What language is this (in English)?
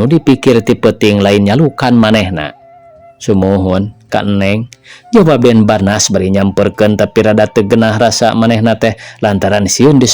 Sundanese